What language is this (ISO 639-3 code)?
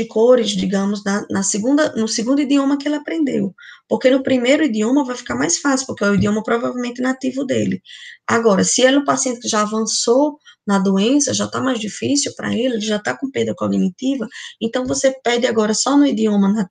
por